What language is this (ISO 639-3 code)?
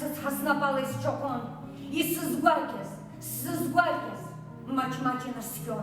abk